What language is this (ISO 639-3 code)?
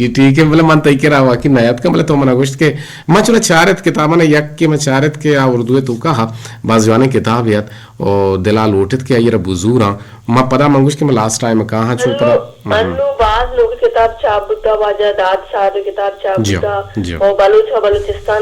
bgp